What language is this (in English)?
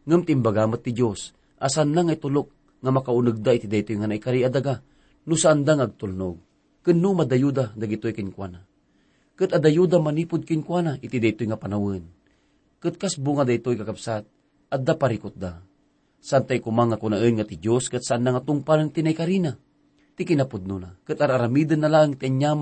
Iloko